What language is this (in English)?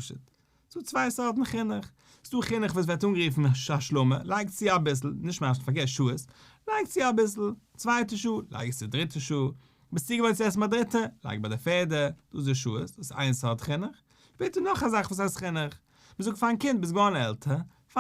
Yiddish